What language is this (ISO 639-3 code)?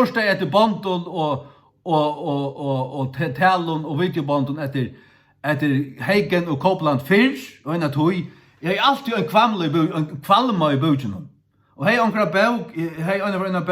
fao